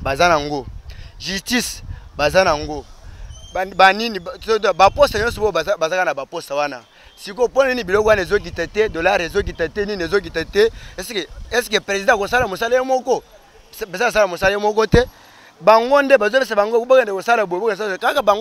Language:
Lingala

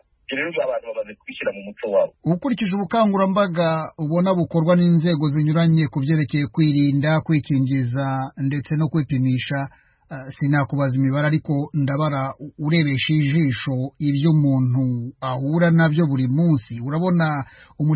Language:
Kinyarwanda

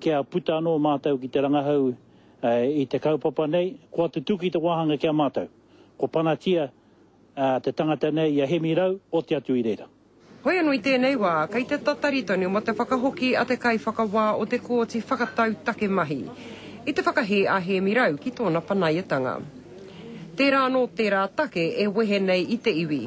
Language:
Māori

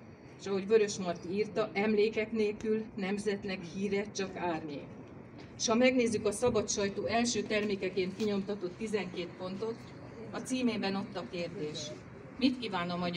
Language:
Hungarian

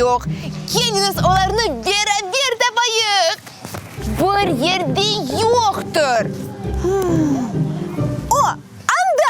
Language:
Crimean Tatar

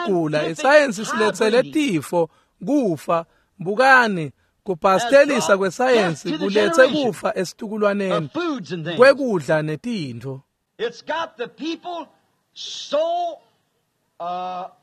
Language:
Swati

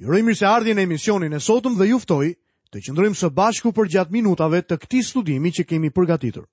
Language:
Albanian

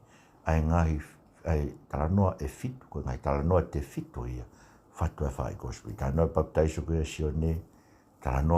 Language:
Tongan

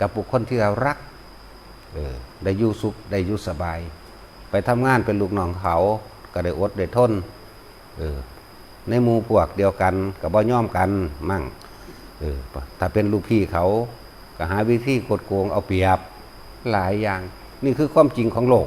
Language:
Northeastern Thai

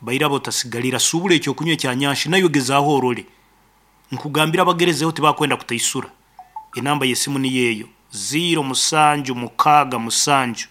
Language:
Nyankole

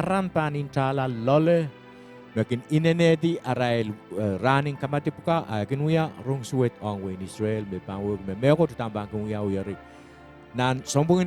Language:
Pohnpeian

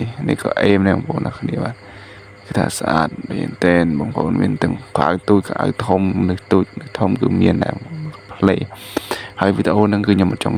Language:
Khmer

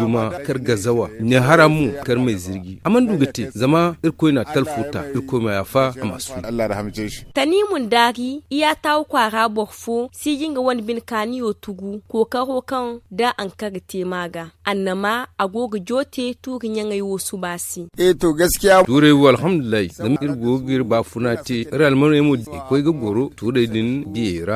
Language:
Zarma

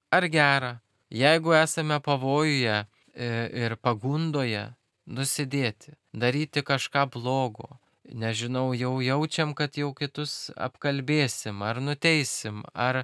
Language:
Lithuanian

